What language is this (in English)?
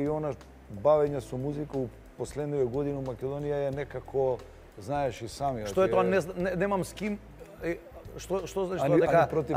Macedonian